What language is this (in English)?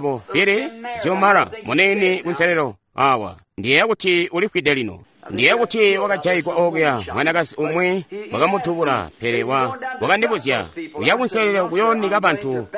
Tonga (Zambia)